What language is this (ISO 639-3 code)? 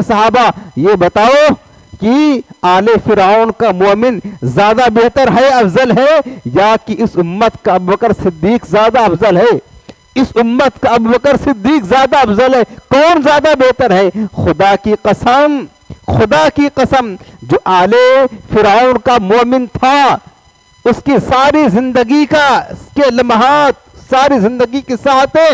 urd